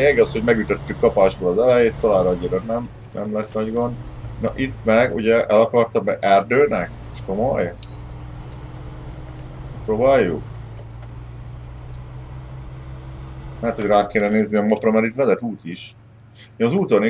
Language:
Hungarian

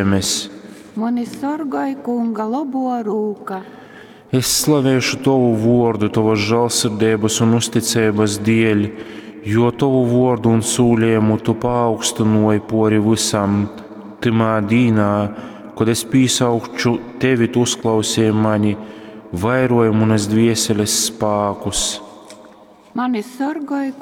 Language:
Latgalian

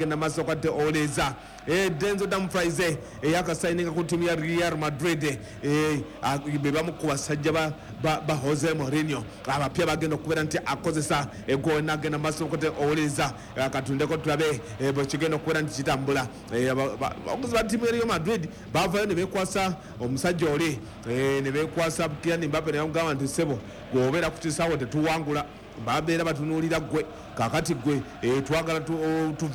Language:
Ganda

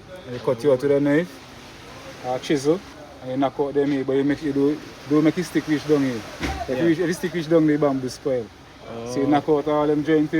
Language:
Jamaican Creole English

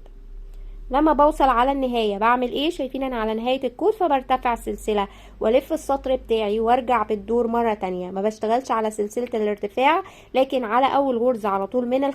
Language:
Egyptian Arabic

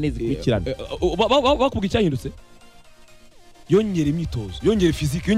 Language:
Kinyarwanda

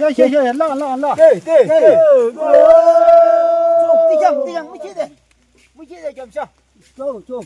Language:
Yimchungru Naga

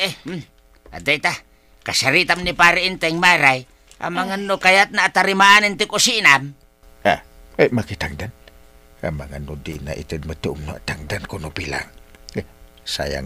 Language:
Iloko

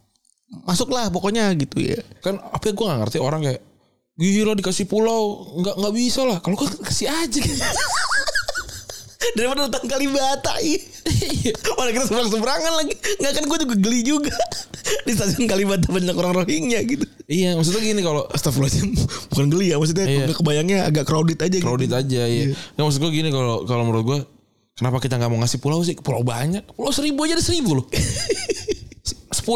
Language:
Indonesian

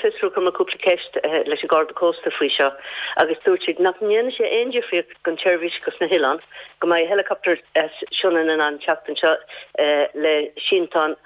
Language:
Irish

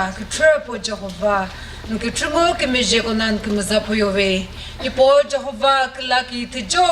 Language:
Chokri Naga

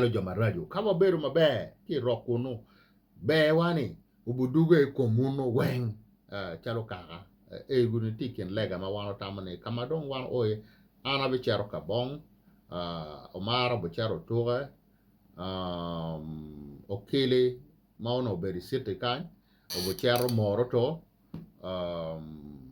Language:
Acoli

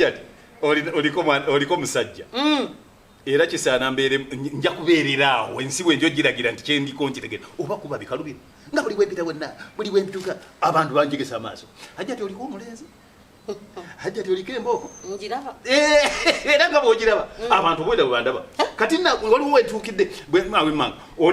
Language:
Ganda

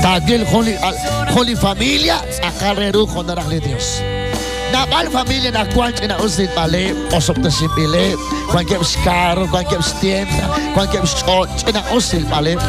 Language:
Kekchí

